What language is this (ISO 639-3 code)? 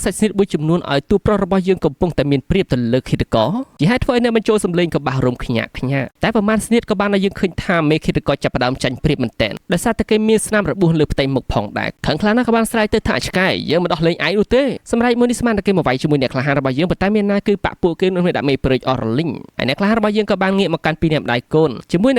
khm